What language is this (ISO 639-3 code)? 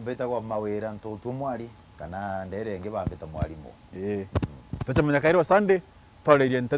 mer